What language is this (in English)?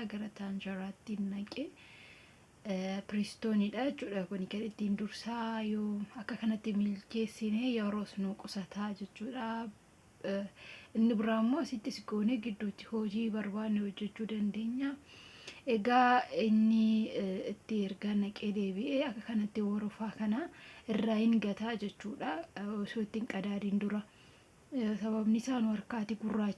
Oromo